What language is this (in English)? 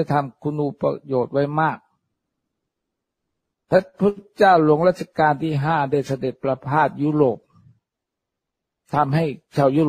Thai